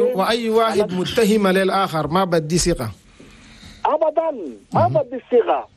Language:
Chadian Arabic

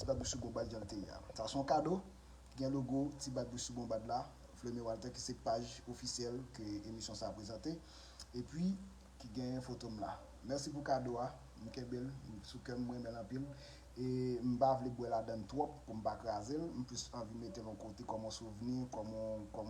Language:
Haitian Creole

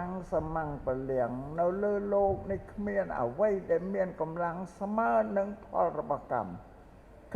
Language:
Khmer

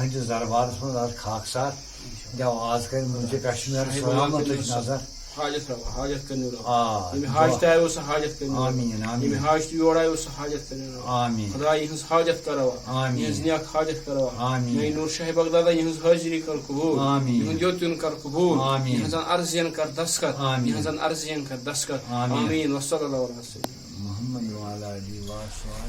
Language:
Kashmiri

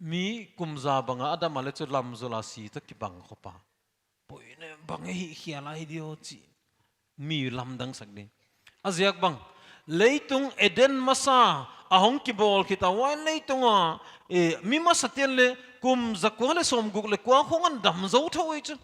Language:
Paite Chin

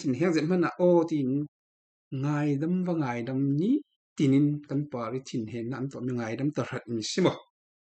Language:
Falam Chin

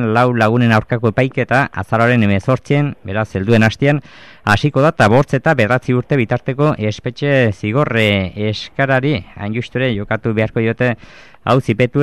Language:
Basque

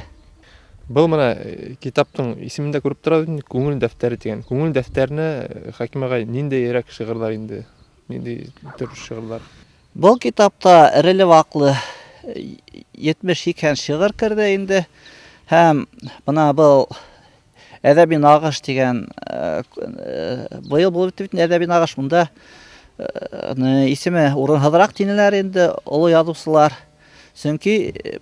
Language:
Bashkir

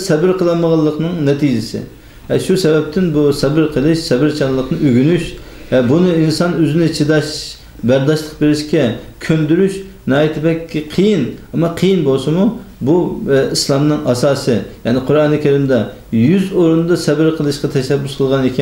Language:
Uyghur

